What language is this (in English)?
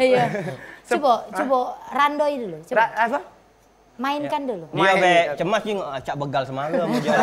Musi